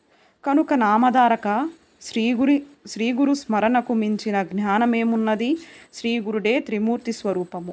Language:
Telugu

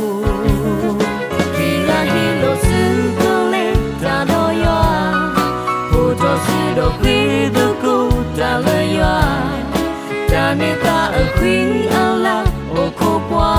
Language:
S'gaw Karen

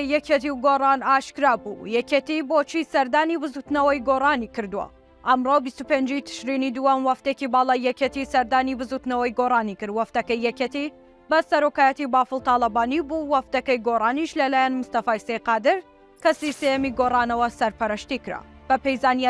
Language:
Central Kurdish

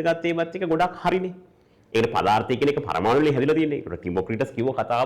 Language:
Sinhala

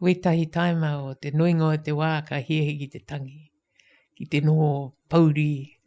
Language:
Māori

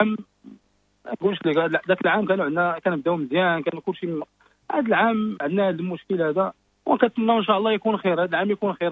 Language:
Moroccan Arabic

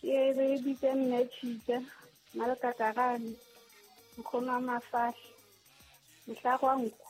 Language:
Southern Sotho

